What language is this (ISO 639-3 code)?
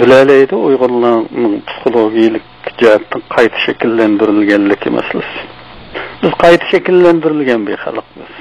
uig